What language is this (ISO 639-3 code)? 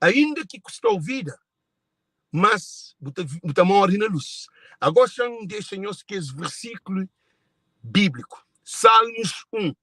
kea